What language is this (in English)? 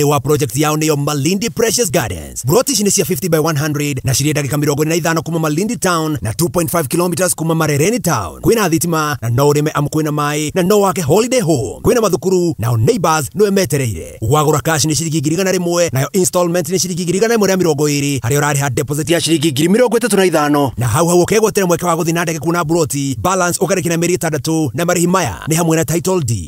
Kikuyu